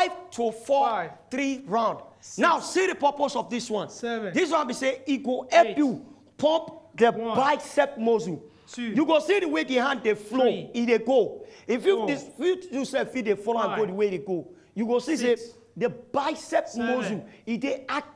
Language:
Nigerian Pidgin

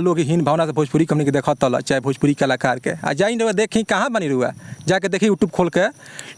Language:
Bhojpuri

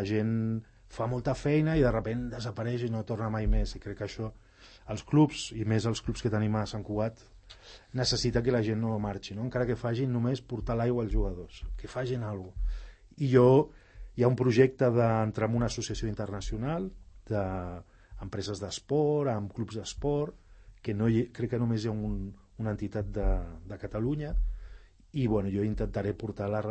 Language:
Catalan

